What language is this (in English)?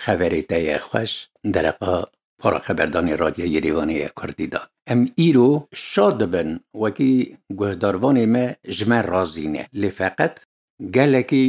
Kurdish